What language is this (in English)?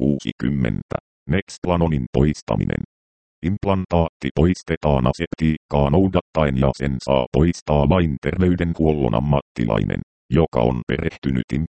Finnish